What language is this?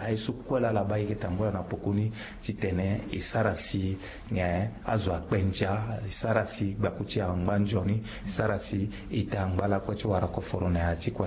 Sango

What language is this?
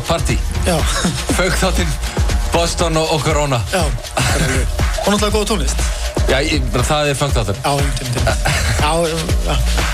Icelandic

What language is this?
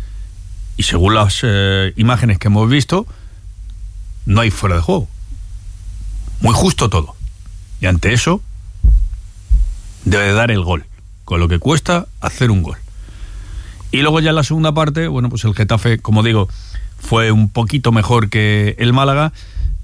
Spanish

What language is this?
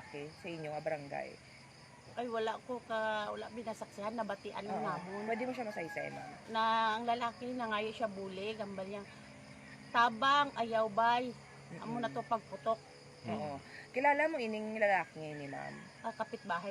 Hiligaynon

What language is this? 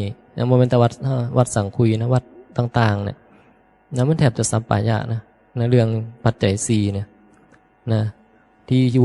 Northeastern Thai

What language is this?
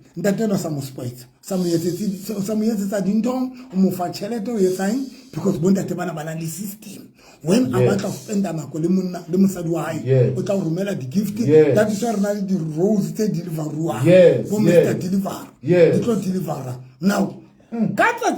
Southern Sotho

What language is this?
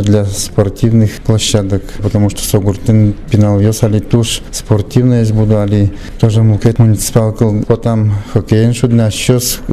Udmurt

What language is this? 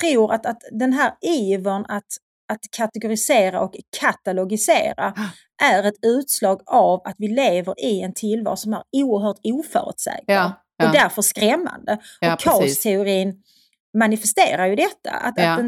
Swedish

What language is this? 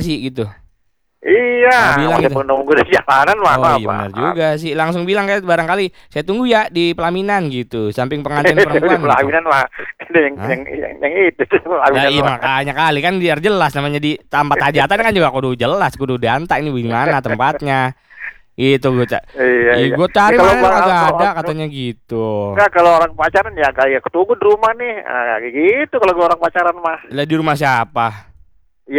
Indonesian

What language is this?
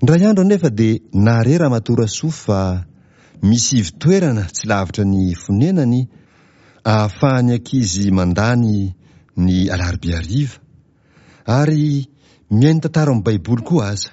Malagasy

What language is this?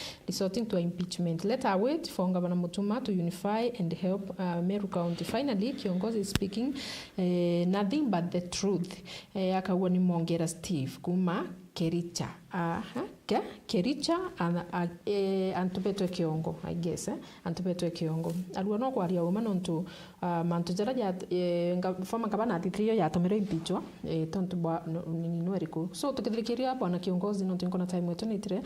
Meru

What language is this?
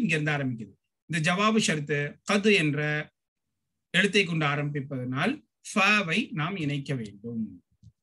Tamil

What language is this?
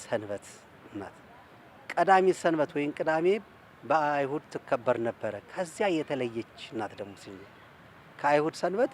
Amharic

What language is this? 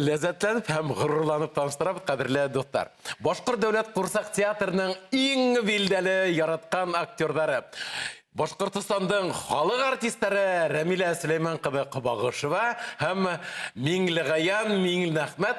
Bashkir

